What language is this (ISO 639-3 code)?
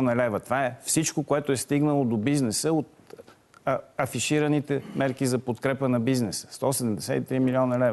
bul